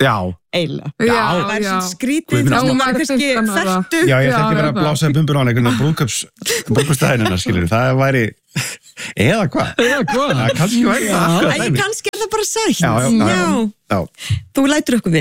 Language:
Icelandic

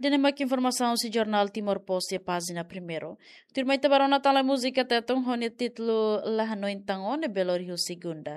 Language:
Tetum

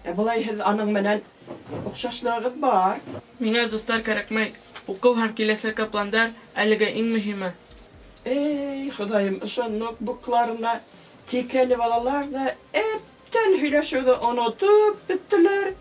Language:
Bashkir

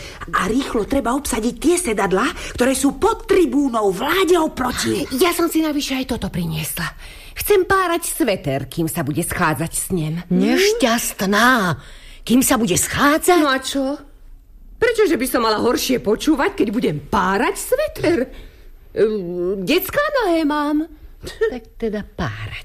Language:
Slovak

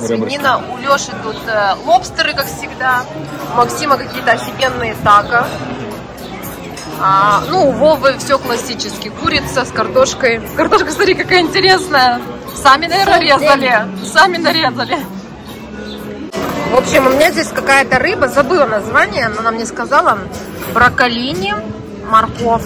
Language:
Russian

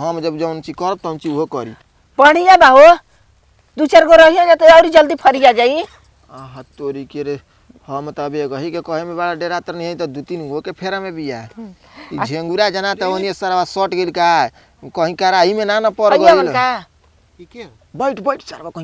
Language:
Bhojpuri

